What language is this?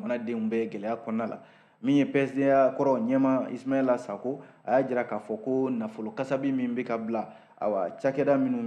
Bambara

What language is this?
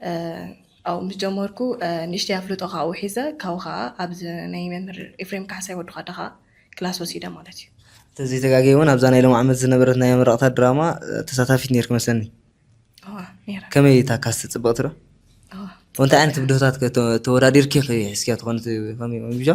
Tigrinya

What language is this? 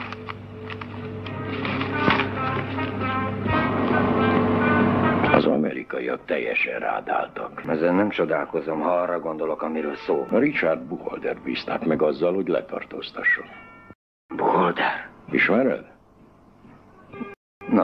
Hungarian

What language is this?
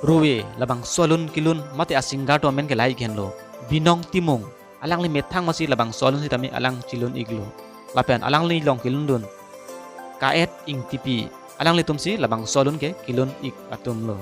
Karbi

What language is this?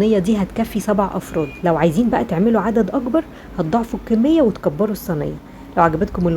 Egyptian Arabic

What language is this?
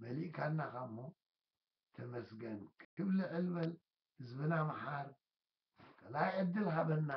Tigrinya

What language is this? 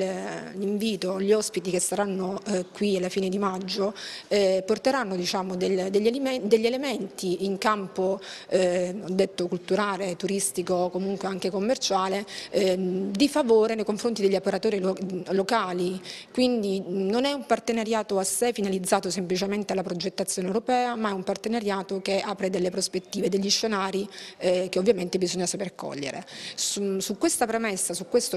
Italian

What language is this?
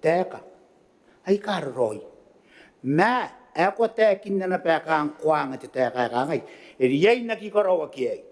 Gilbertese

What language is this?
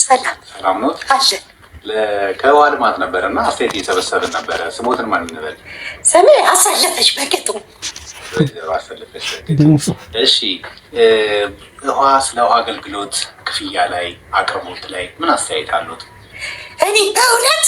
Amharic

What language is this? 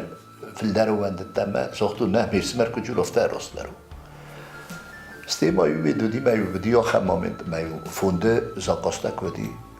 Ossetic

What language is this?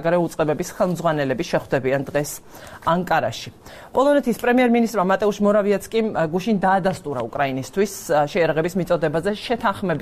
Georgian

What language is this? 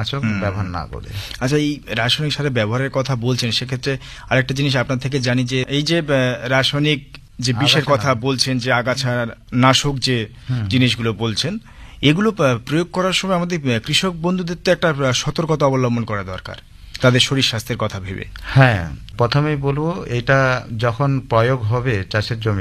Bangla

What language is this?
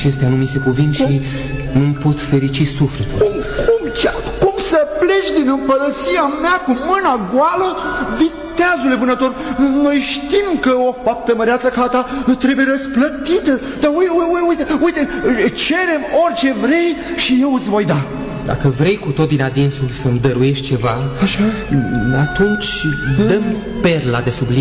Romanian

